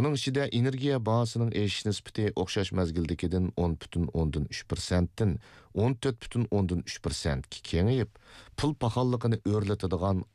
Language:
Uyghur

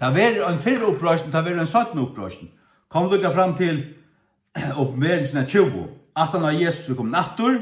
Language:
Faroese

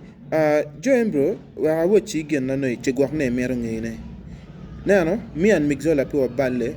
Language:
Acoli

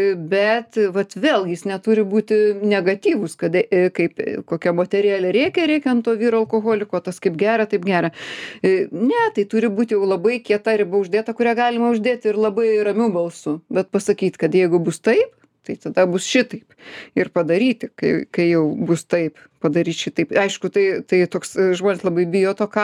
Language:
Lithuanian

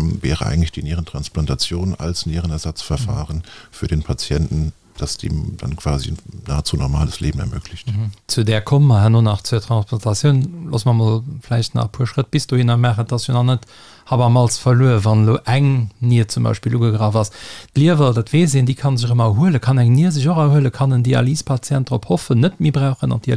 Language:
Luxembourgish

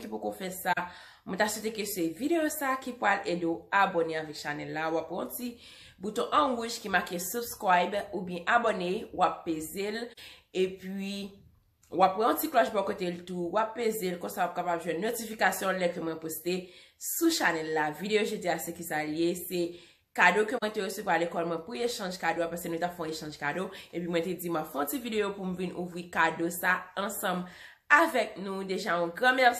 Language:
Haitian Creole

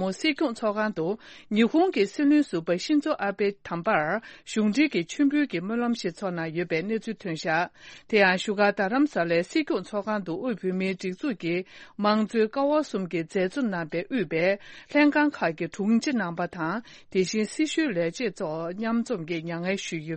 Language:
Tibetan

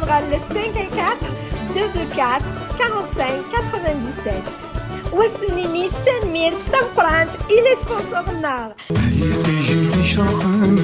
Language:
Kabyle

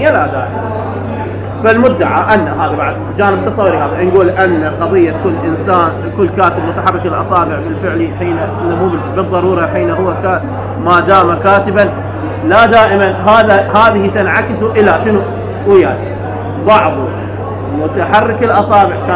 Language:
Mesopotamian Arabic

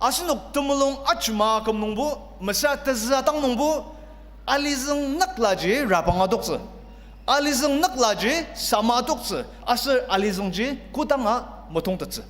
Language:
Ao Naga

